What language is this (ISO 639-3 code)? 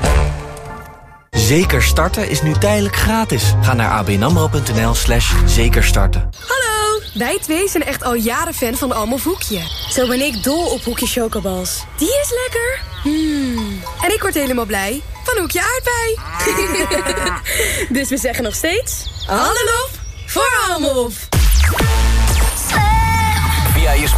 nld